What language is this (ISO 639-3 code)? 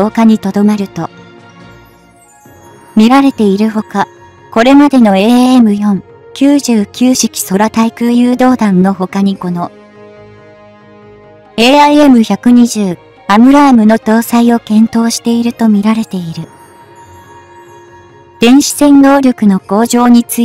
jpn